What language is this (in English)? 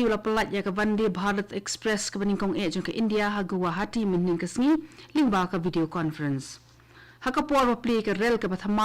Khasi